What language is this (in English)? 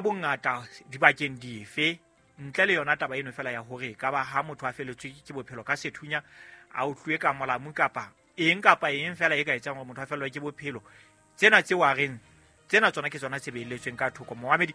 Southern Sotho